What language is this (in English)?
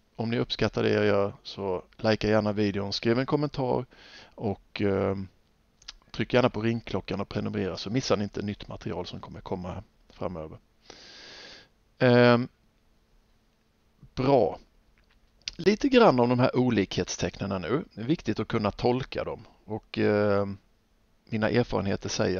Swedish